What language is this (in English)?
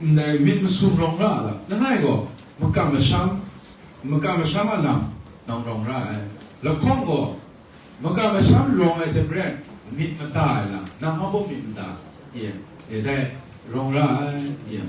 Kachin